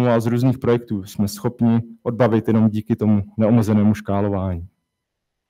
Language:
Czech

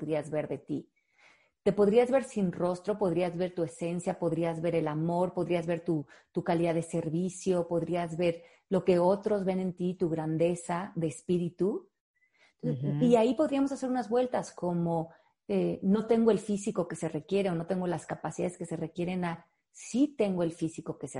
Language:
Spanish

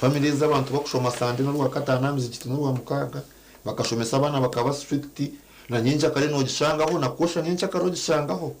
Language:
Nyankole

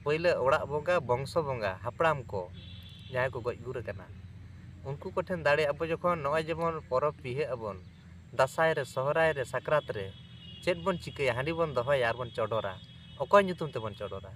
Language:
Santali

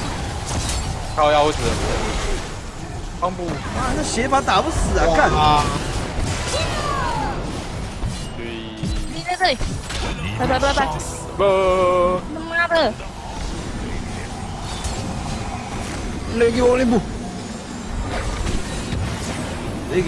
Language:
Chinese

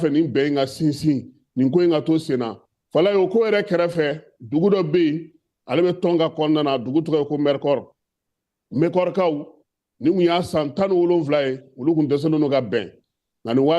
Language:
Bambara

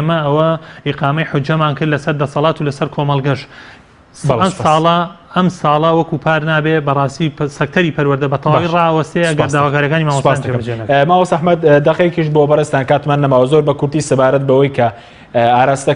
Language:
Central Kurdish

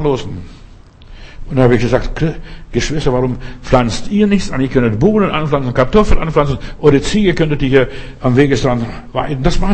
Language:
German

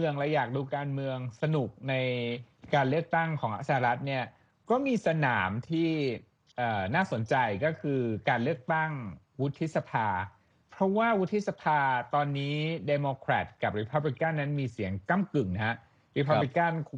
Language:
Thai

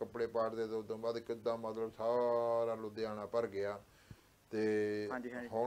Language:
Punjabi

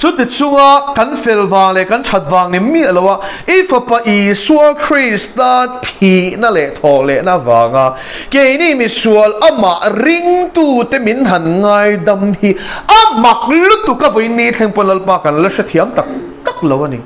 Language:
Mizo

